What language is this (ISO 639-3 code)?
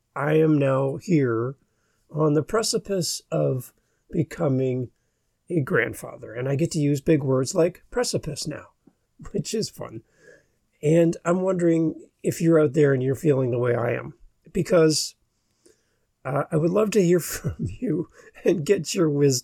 eng